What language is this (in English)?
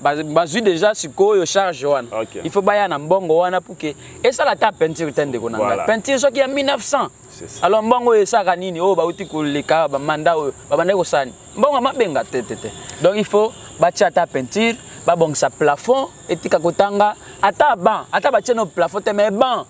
Lingala